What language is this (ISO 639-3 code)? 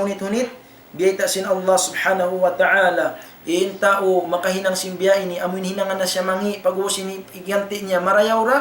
tsg